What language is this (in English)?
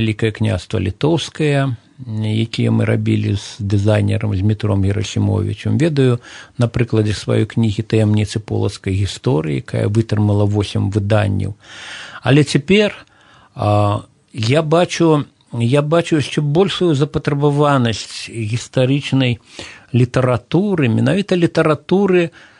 Belarusian